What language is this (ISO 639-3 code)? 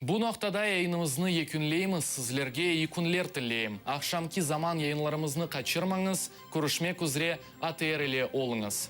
crh